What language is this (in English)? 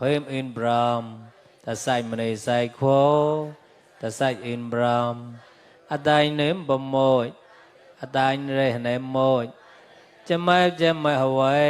Mon